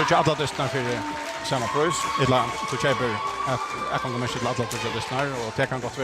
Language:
Faroese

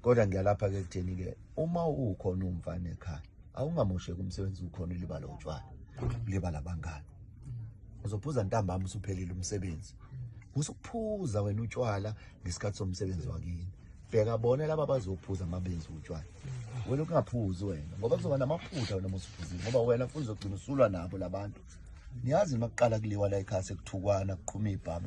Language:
Zulu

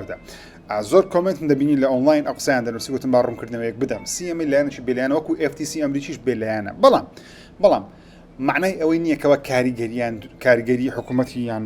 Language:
Central Kurdish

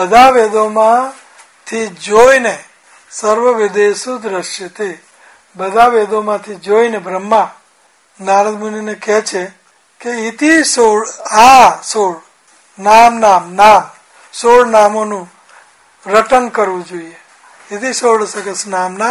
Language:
Gujarati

